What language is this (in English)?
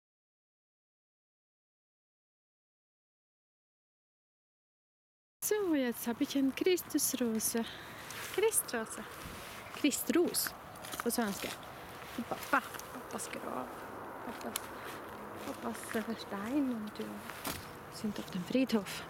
German